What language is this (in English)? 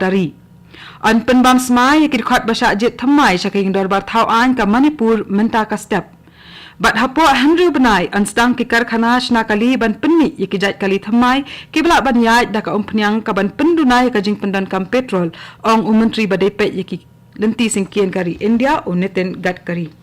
Khasi